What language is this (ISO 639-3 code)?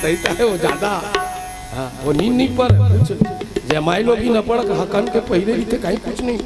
hne